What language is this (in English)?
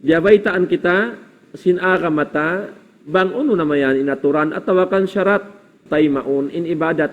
Tausug